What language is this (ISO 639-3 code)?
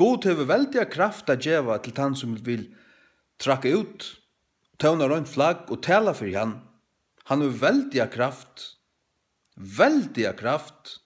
fao